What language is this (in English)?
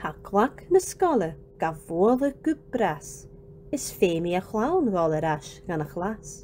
Scottish Gaelic